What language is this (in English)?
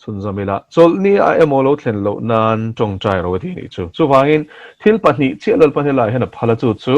Mizo